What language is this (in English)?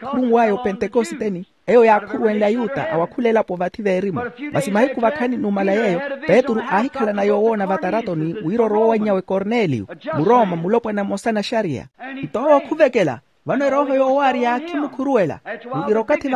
Makhuwa